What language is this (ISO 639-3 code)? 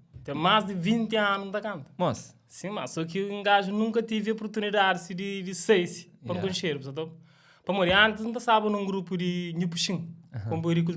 kea